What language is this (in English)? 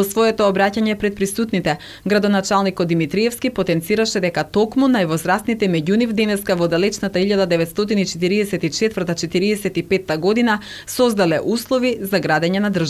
Macedonian